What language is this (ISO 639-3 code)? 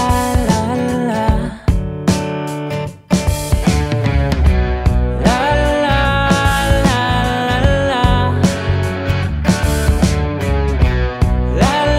fil